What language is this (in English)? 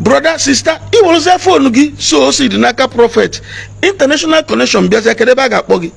Igbo